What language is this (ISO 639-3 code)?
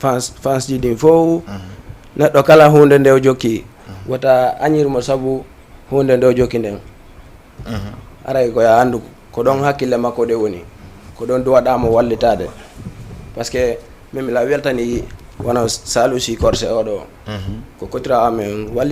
ful